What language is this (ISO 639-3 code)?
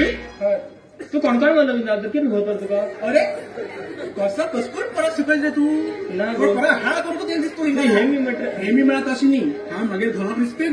kok